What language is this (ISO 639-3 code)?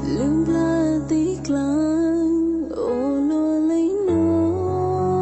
hmn